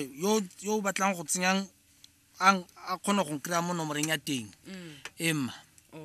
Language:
Tswana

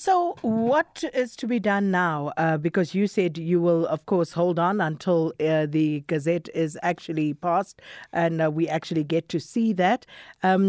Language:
English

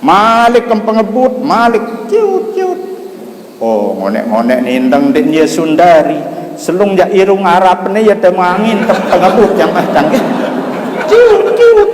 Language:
Sasak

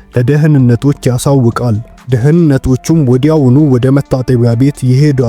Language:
Amharic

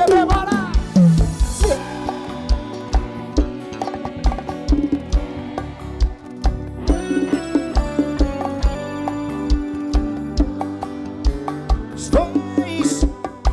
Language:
Portuguese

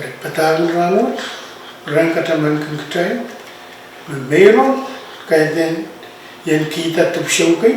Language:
Pohnpeian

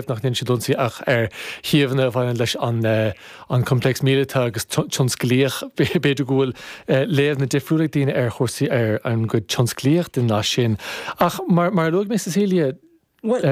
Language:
Irish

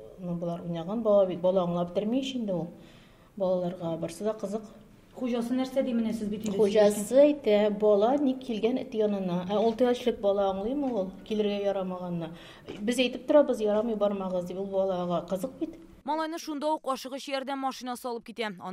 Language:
Tatar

